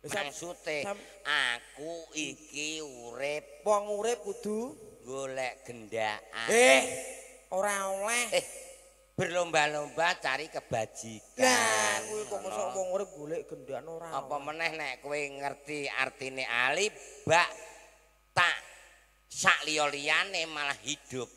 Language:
Javanese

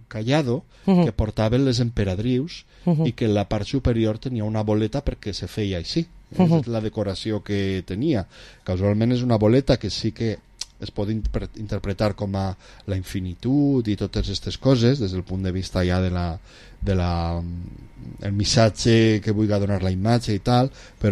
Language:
Catalan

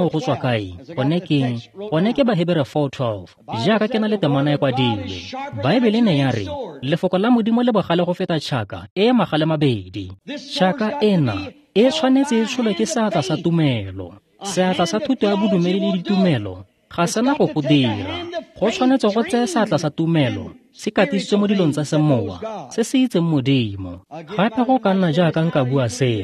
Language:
Tswana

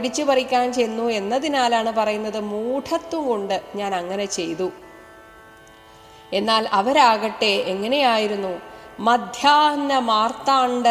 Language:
Malayalam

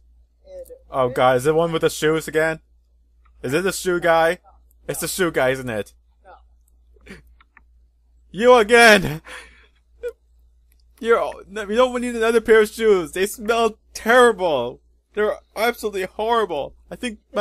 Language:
English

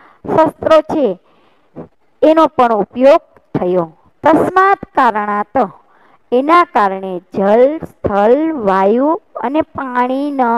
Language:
Gujarati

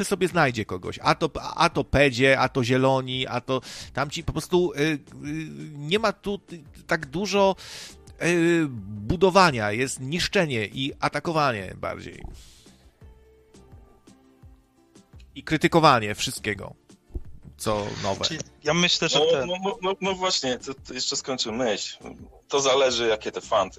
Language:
Polish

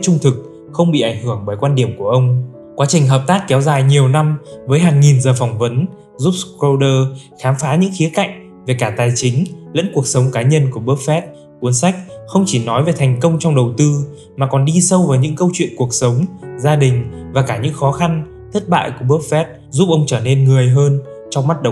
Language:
Vietnamese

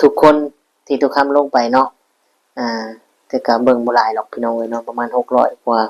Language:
Lao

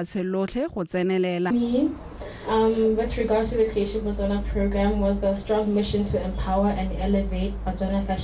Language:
Tswana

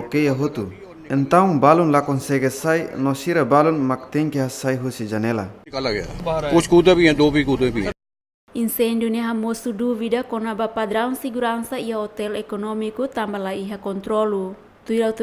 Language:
Tetum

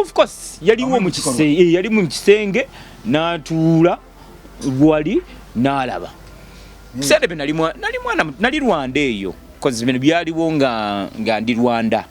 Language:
Ganda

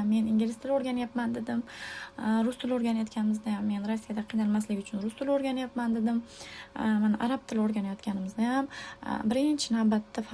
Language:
Uzbek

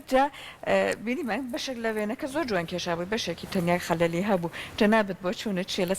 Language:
Central Kurdish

